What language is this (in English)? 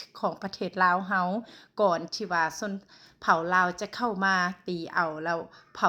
Lao